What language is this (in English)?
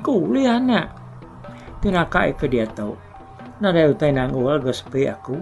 Iban